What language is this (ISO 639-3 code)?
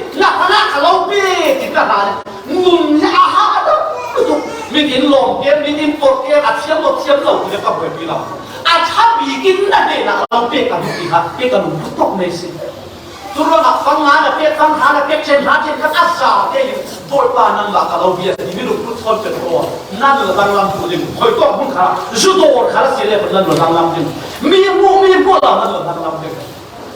cfm